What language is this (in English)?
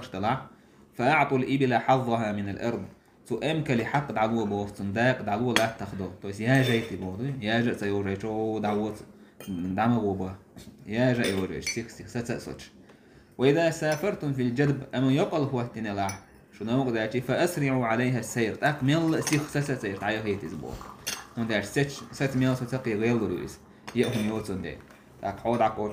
Chechen